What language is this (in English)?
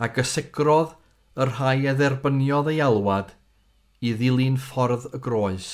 Welsh